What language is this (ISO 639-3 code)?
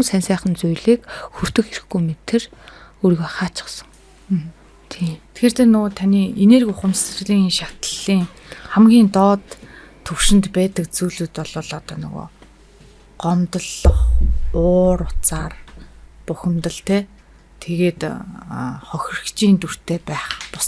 mon